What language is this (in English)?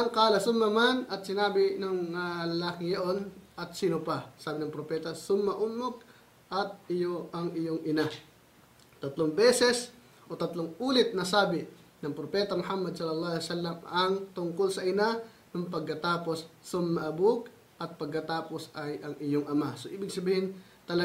Filipino